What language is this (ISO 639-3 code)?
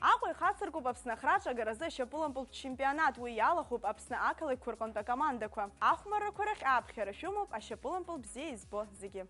abk